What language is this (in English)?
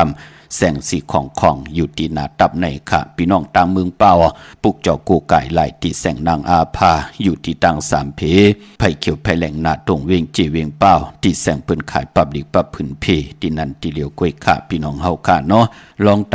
Shan